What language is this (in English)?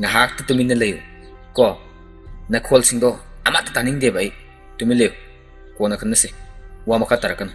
Manipuri